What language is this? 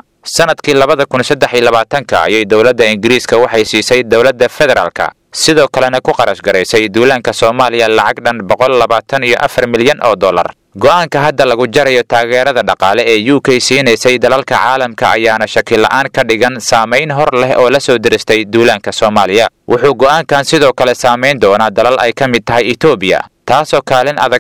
Somali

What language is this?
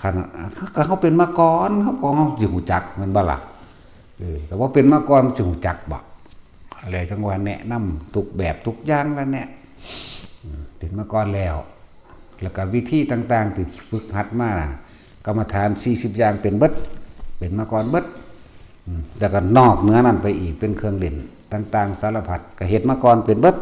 Northeastern Thai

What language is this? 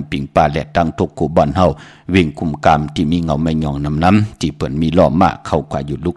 Shan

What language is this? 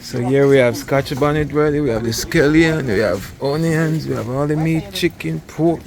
Jamaican Creole English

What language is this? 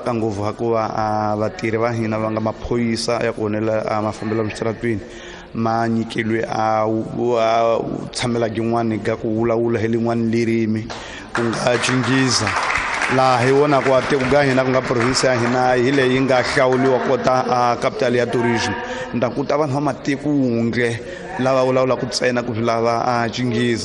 Tsonga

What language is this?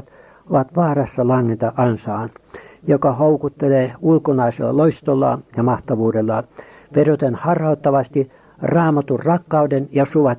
Finnish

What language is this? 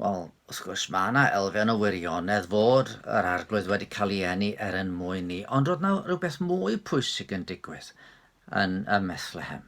Welsh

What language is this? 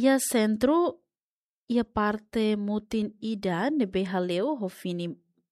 Tetum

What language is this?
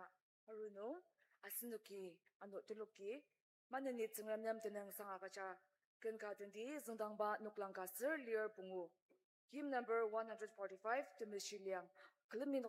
Ao Naga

